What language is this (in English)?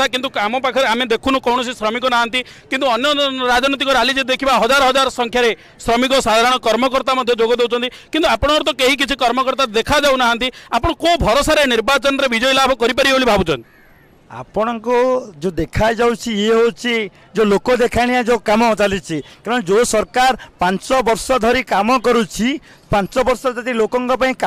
Odia